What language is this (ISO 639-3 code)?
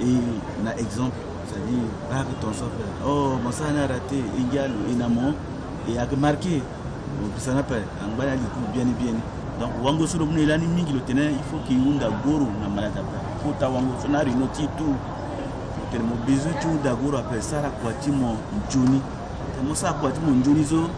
sag